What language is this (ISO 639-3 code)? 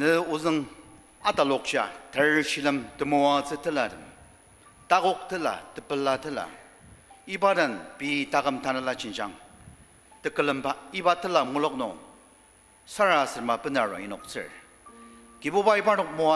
njo